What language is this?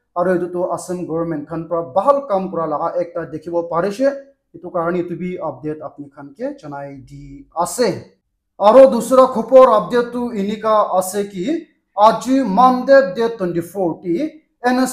Naga Pidgin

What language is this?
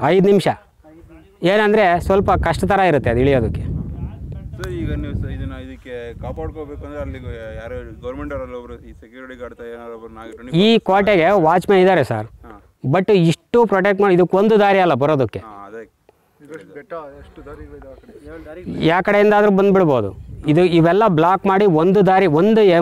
Kannada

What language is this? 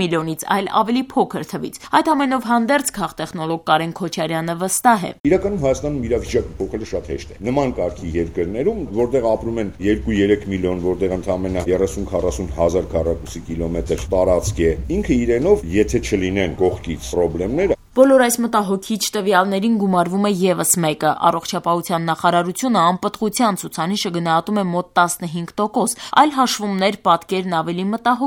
Armenian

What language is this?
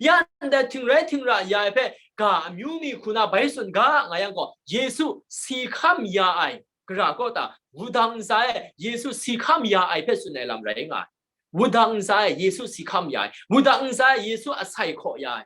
Kachin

